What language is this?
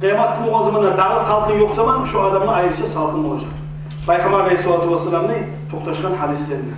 Kumyk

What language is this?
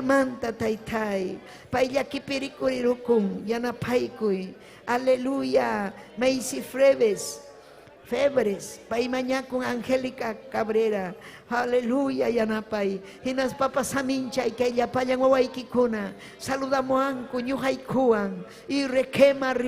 Ayacucho Quechua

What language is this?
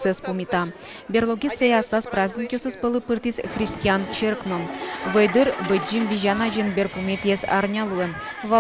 Udmurt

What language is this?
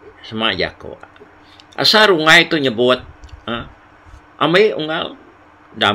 Iban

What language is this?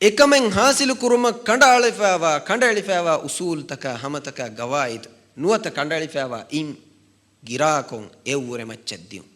Divehi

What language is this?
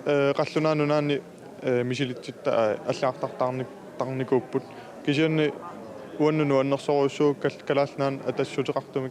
Kalaallisut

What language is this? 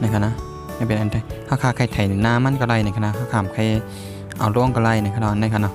Shan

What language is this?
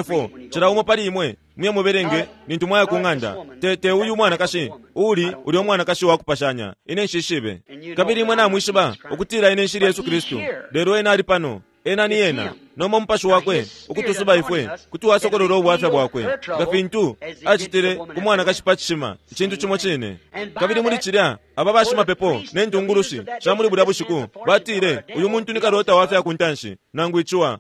Bemba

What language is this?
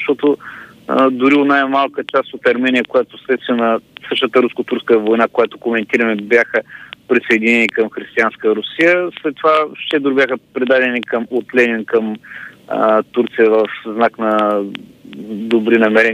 Bulgarian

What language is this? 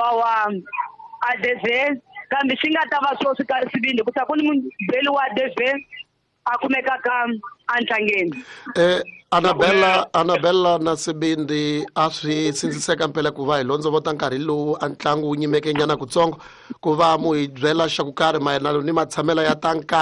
Tsonga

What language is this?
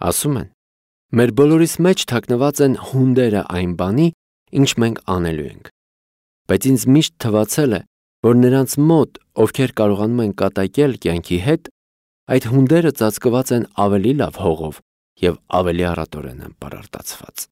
Armenian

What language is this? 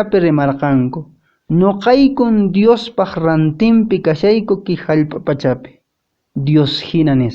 Quechua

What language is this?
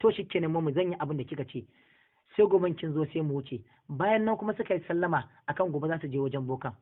Hausa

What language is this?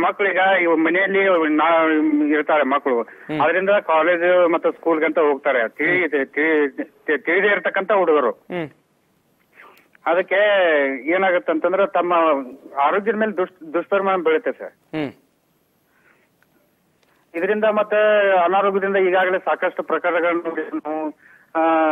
Kannada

